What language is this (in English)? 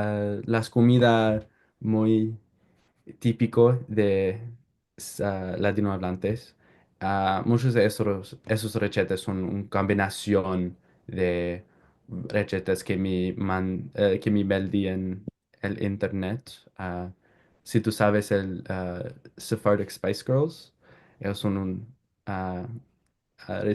Ladino